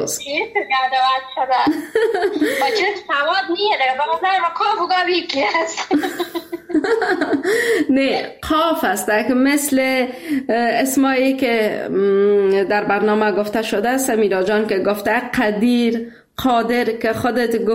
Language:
Persian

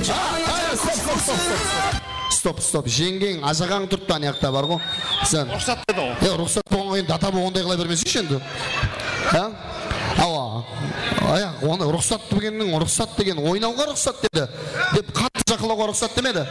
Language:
Kara-Kalpak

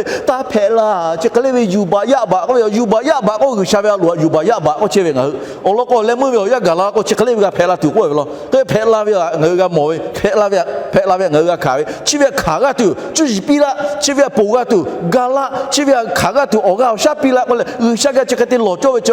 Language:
Lahu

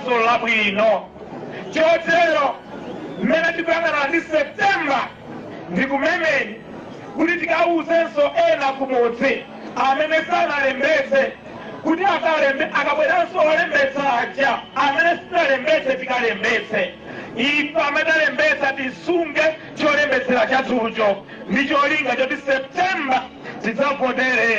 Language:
Nyanja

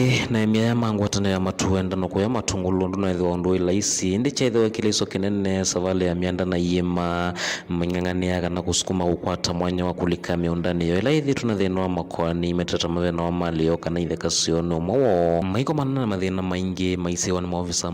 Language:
Kamba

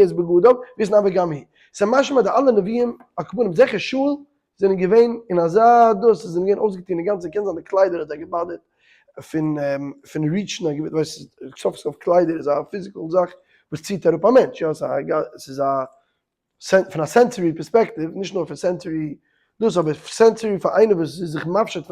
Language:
Yiddish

